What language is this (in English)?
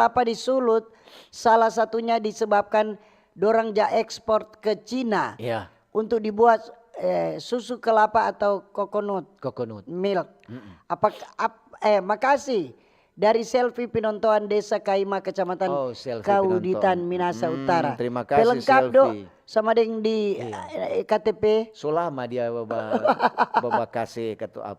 Manado Malay